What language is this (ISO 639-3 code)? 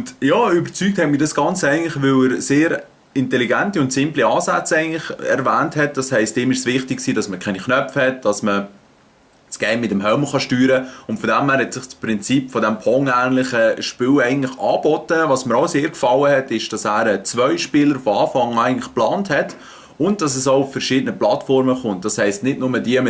gsw